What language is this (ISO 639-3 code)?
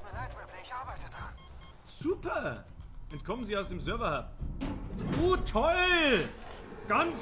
bar